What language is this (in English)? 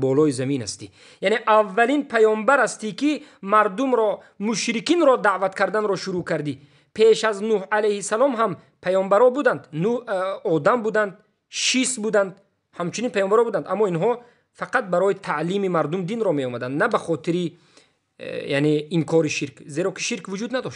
Tajik